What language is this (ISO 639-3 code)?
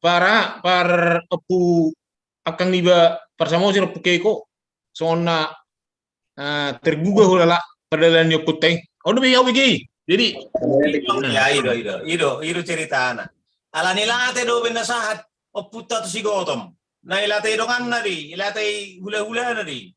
bbc